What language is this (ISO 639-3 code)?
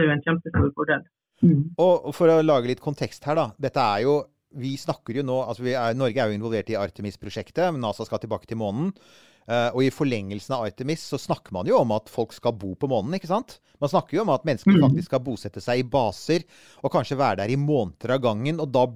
nor